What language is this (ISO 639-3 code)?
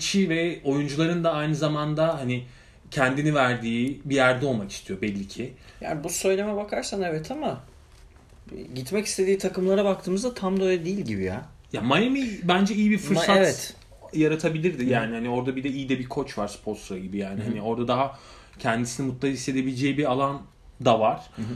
tur